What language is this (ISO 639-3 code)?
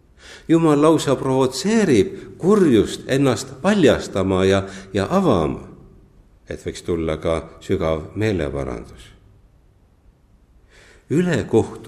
est